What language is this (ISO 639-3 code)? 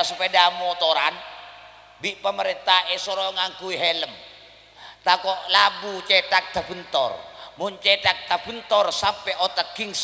mad